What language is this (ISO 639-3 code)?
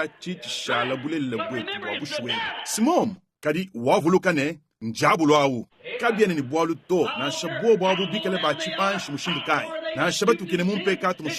lua